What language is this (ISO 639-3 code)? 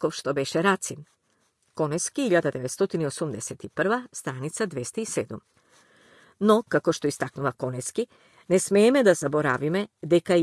mkd